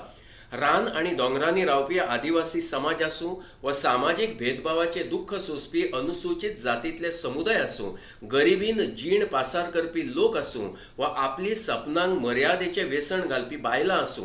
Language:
Konkani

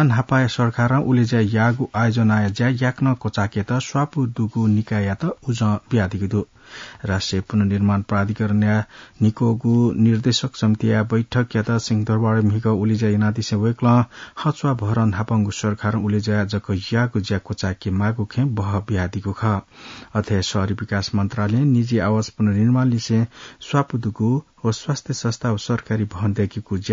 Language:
Newari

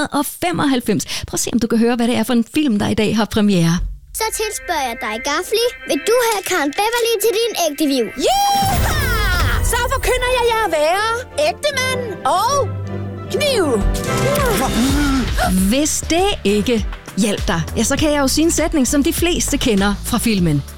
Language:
Danish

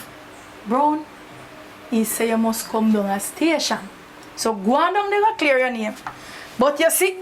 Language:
Jamaican Creole English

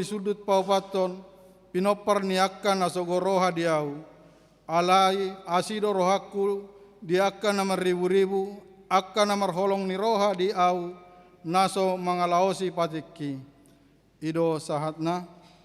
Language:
Batak Toba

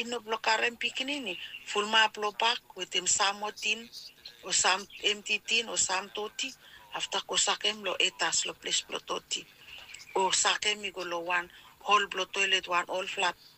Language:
Bislama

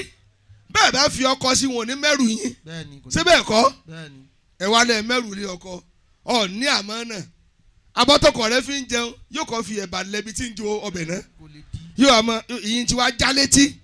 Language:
Yoruba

